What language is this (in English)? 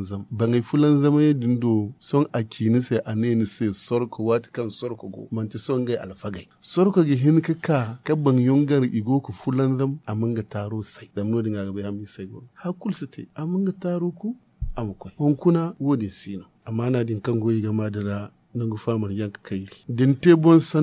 Zarma